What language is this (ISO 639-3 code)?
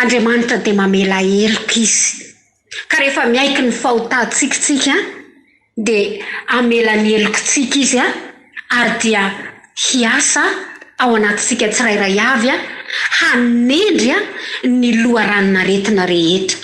mlg